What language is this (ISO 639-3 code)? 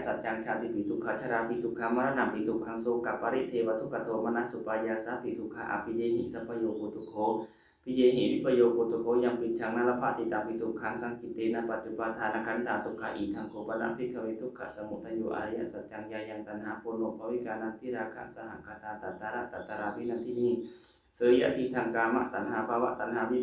pli